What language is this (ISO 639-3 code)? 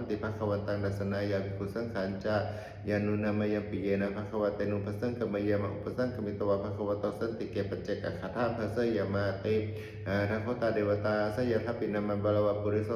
pli